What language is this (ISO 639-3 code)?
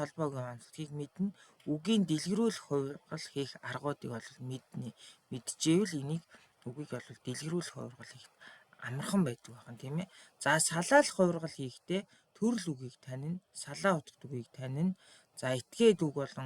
mon